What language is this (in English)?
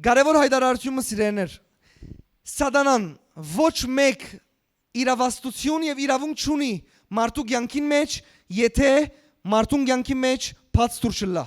Western Armenian